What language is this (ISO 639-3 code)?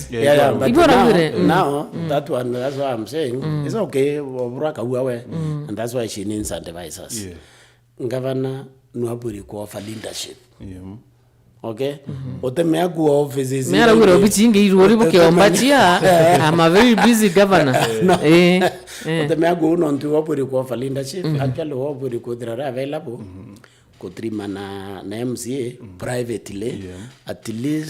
mer